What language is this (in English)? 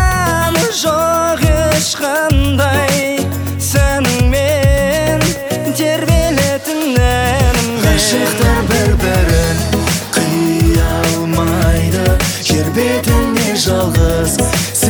Kazakh